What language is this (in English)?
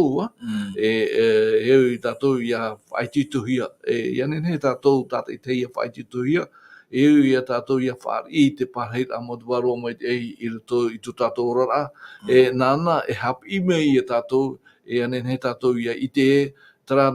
Tahitian